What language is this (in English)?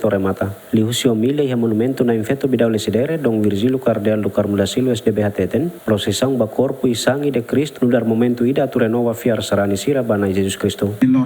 Tetum